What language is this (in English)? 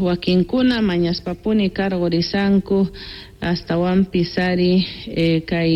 South Bolivian Quechua